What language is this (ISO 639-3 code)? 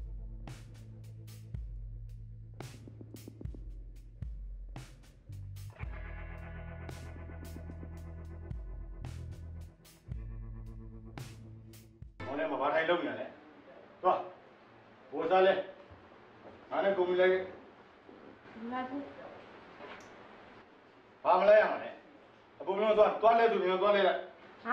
mya